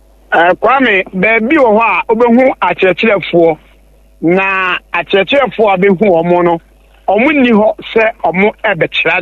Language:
Akan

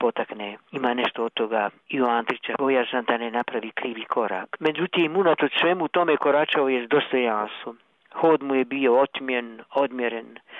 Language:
Croatian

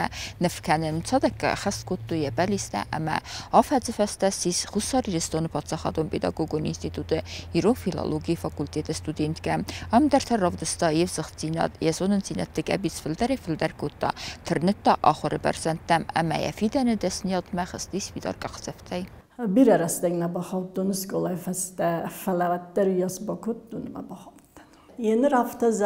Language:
Ossetic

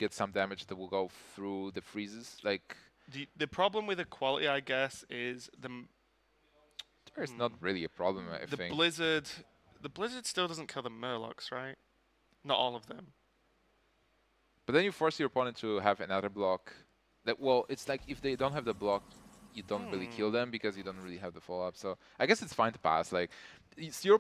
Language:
English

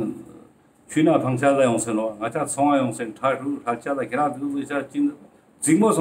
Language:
Ladakhi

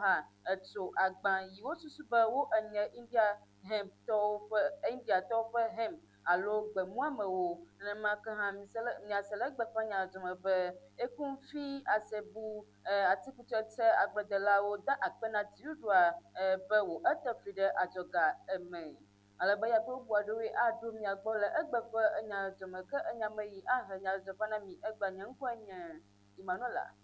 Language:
Ewe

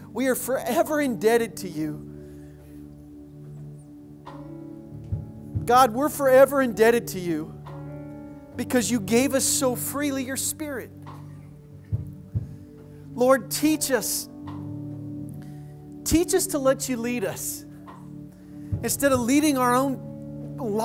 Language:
English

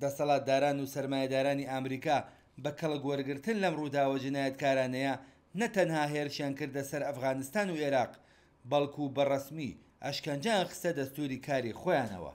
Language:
Central Kurdish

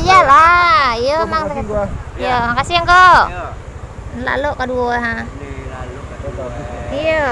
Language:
Minangkabau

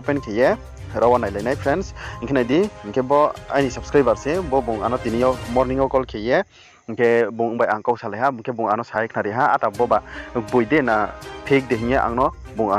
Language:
Riang (India)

